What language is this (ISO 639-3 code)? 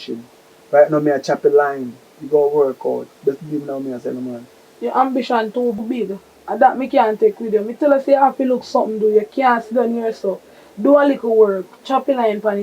jam